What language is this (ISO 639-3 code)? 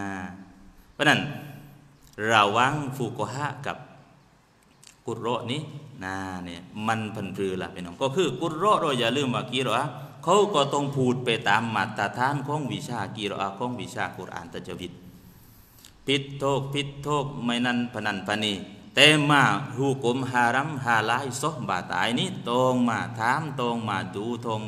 tha